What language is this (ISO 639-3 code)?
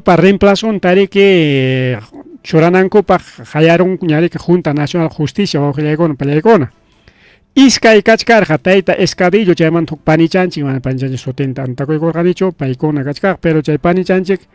quy